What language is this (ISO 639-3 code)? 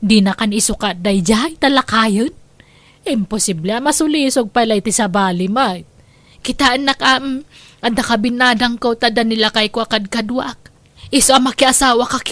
ilo